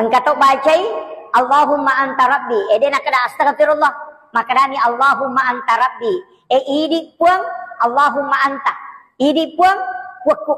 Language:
Buginese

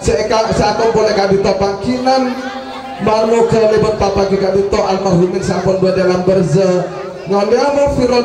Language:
Madurese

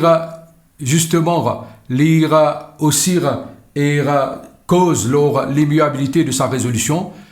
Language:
Morisyen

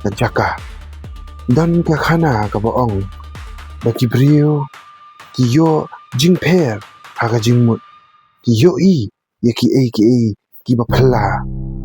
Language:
Khasi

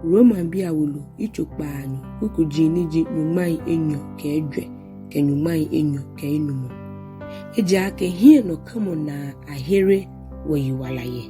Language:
Ga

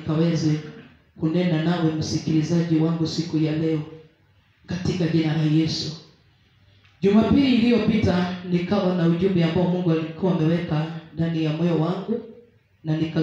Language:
Swahili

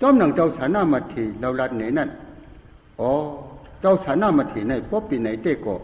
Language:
Shan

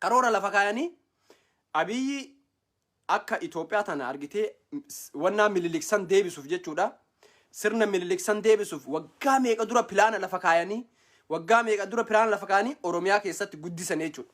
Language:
Oromo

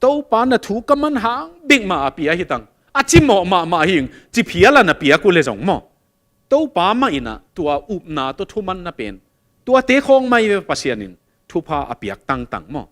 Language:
Tedim Chin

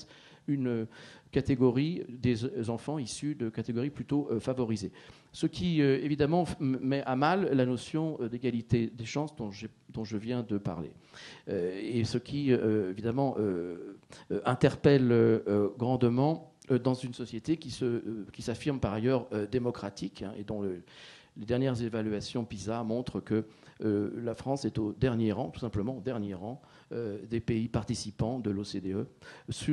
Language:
French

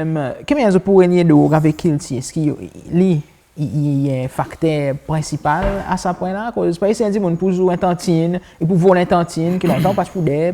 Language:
Seselwa Creole French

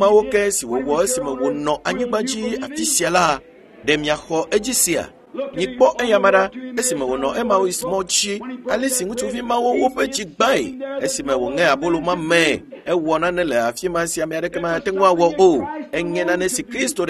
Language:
Ewe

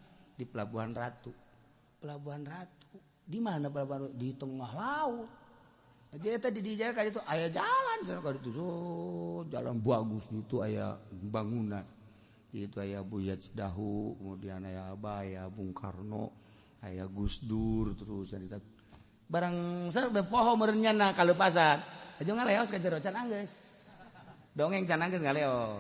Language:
Sundanese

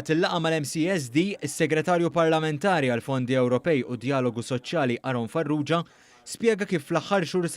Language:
Maltese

